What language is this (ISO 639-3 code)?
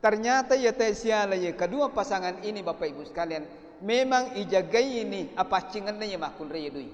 bug